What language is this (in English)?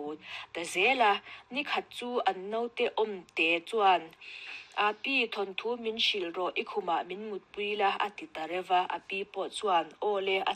Mizo